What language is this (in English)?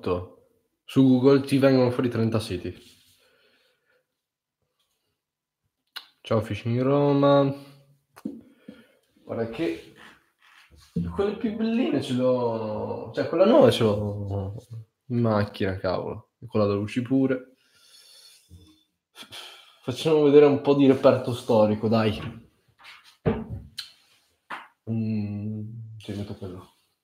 Italian